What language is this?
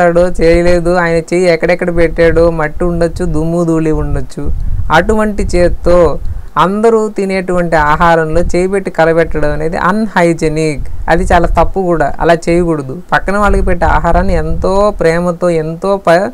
Telugu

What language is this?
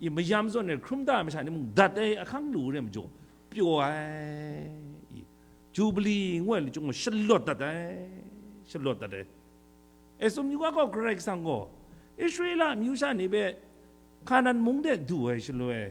Kachin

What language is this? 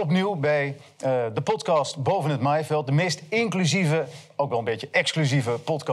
Dutch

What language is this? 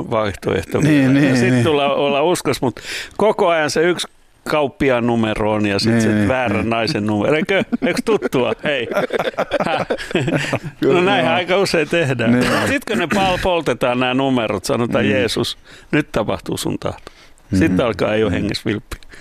Finnish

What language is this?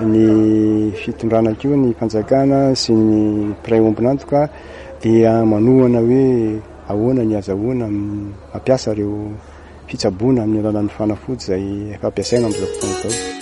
Malagasy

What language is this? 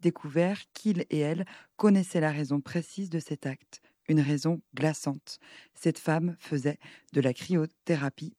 French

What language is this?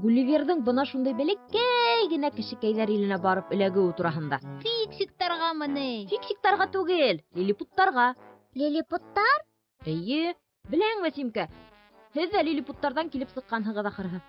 Bashkir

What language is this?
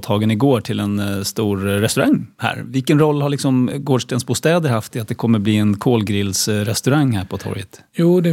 Swedish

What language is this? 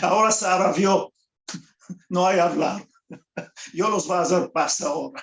Ladino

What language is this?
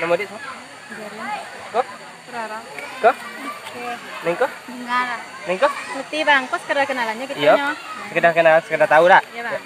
Minangkabau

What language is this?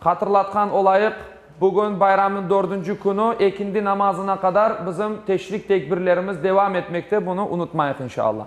Crimean Tatar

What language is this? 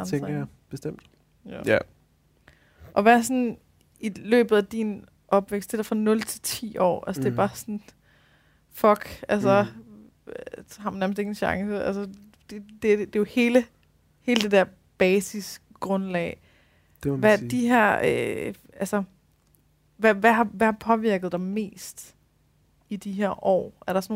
Danish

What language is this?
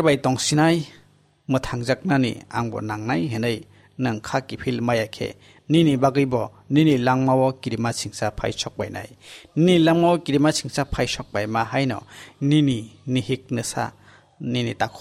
Kok Borok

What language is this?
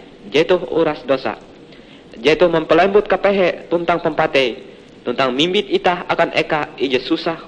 Ngaju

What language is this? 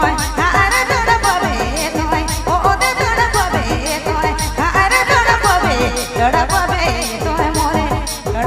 Sadri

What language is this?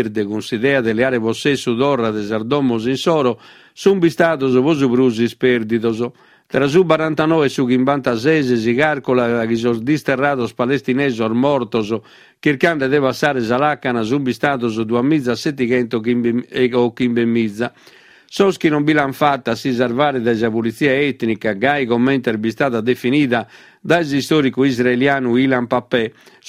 Sardinian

